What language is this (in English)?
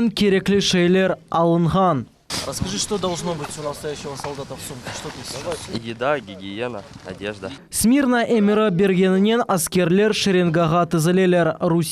Crimean Tatar